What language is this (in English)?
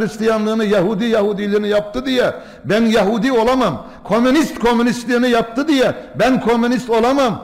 Turkish